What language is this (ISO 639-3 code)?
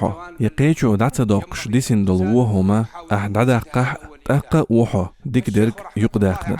che